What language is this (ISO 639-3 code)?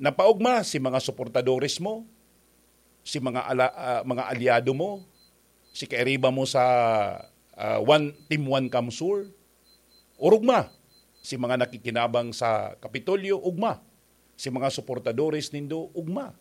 bik